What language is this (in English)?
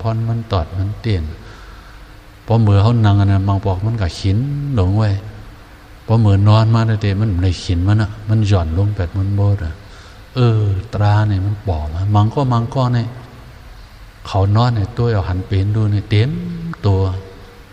Shan